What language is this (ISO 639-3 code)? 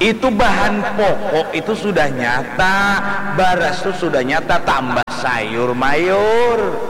bjn